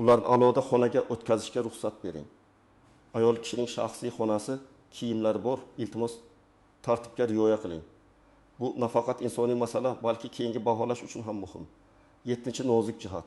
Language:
Uzbek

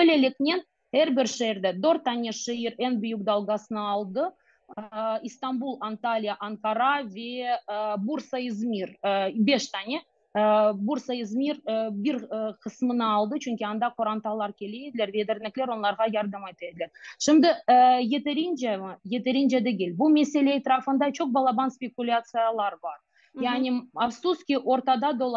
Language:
Crimean Tatar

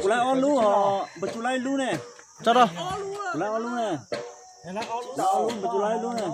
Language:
Hmong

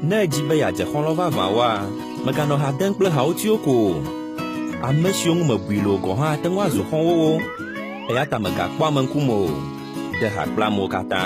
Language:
Ewe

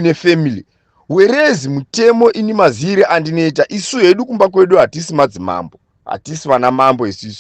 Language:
Shona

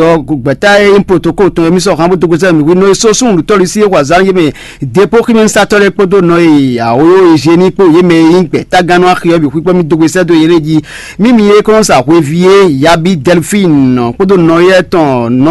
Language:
Fon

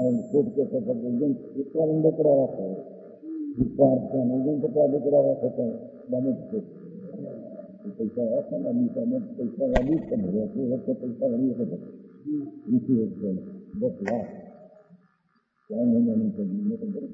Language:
Hindi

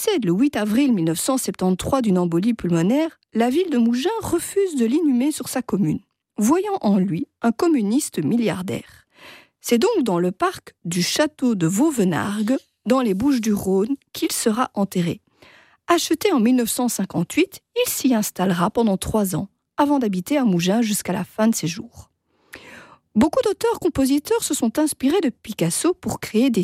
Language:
French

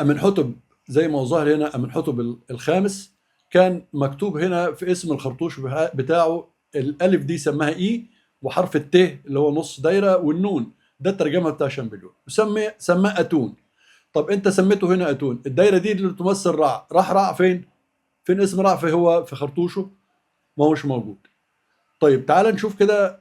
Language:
Egyptian Arabic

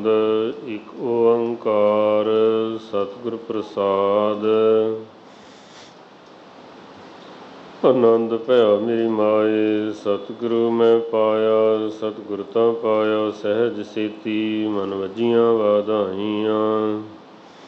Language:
Punjabi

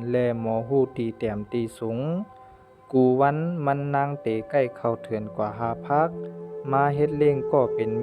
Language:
Shan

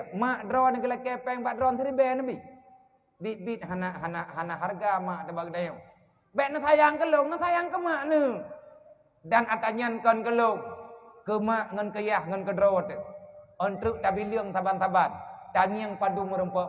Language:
Achinese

